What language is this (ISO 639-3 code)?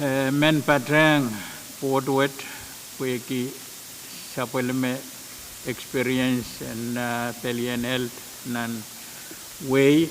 pon